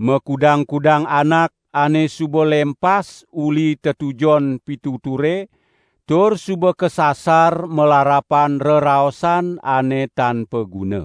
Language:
Balinese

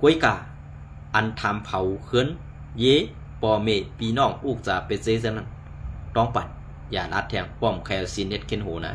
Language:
Shan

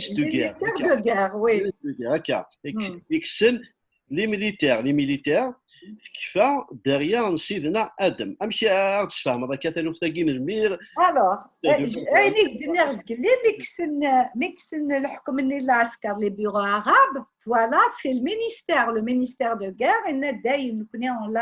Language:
Kabyle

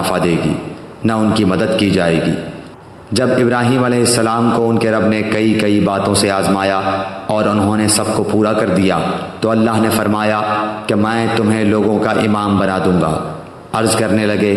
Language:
Urdu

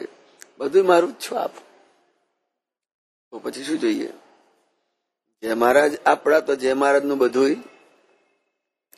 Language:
Gujarati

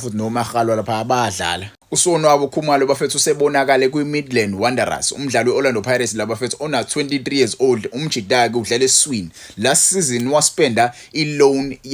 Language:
Zulu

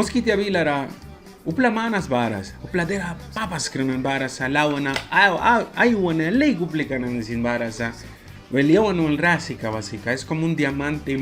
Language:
Mískito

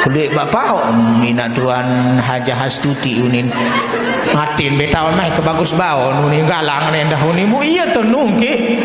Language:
Sasak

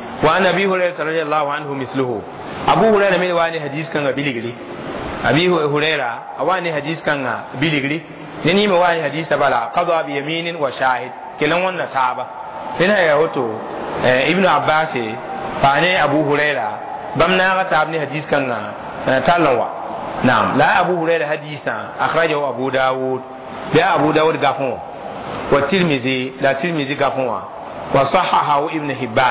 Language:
Mossi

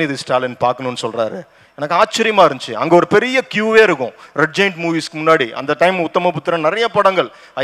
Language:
Tamil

